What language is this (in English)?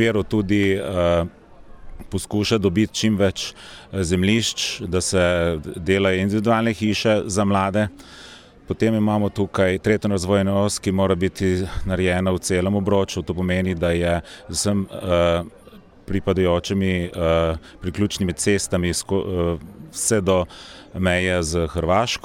Slovenian